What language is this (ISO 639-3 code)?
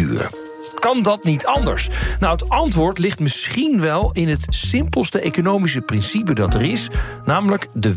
nld